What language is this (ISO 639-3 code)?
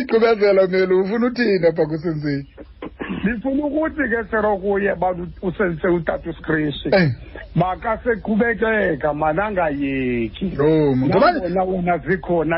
xho